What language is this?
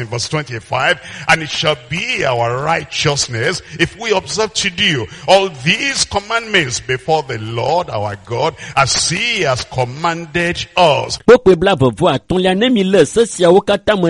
Ewe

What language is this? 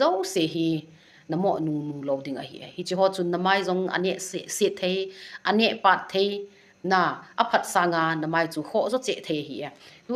Thado Chin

